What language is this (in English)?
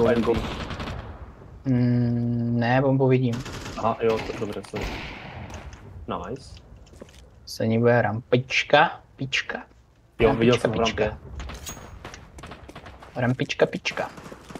Czech